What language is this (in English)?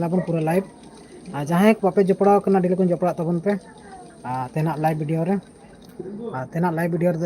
Santali